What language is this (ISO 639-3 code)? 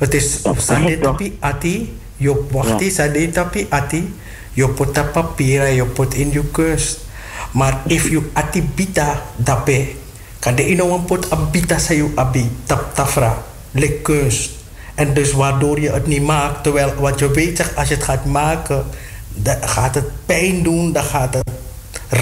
nld